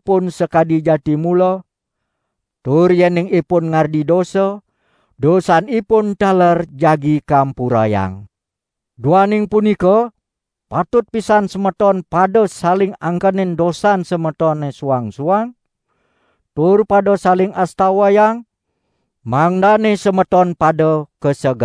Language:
Balinese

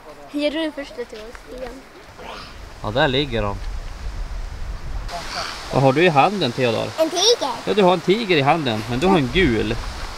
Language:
Swedish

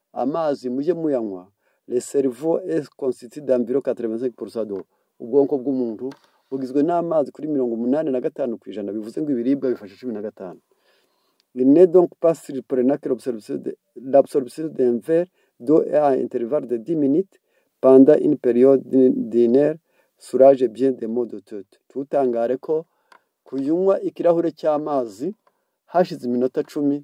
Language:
Kinyarwanda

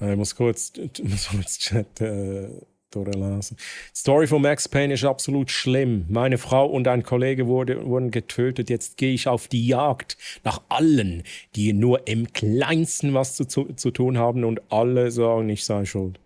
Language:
Swiss German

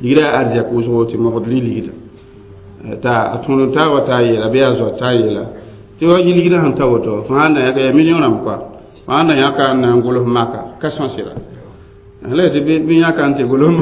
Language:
Mossi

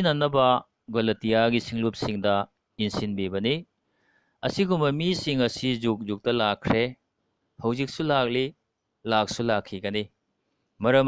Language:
Manipuri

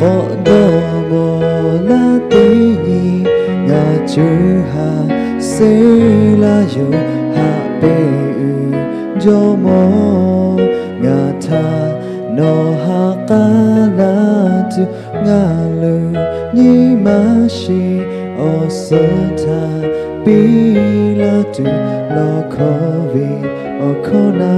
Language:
Lahu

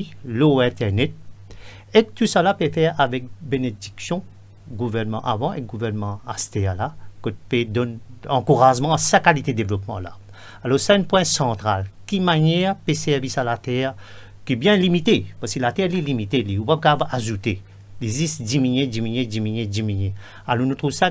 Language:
Morisyen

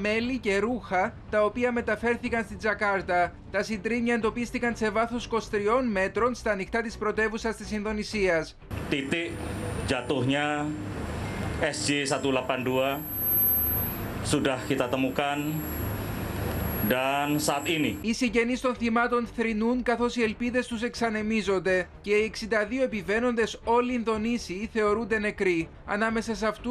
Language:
Greek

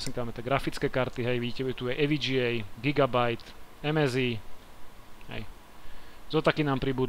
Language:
Slovak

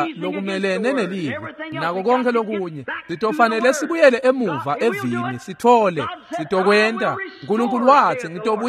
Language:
Swati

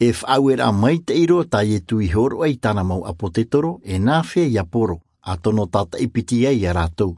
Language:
Tahitian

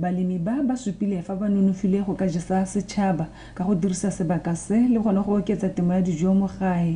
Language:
Tswana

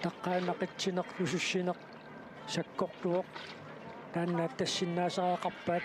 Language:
Kalaallisut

